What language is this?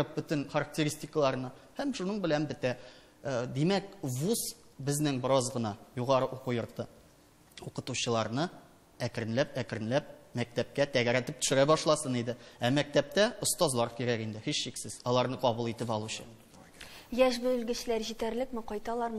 Tatar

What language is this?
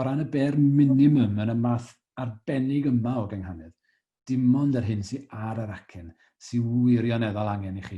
Welsh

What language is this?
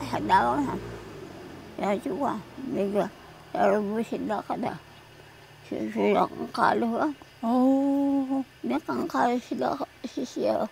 Taroko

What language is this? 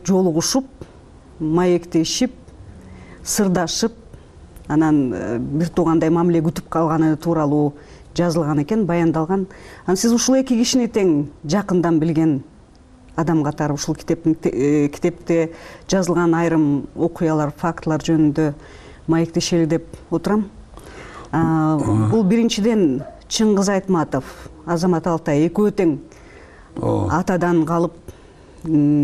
Kyrgyz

